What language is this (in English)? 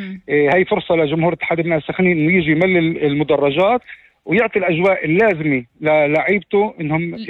North Levantine Arabic